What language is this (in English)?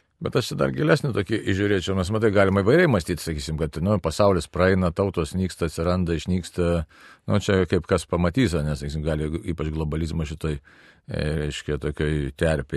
Lithuanian